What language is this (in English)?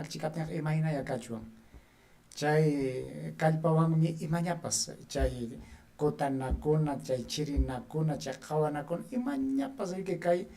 Ayacucho Quechua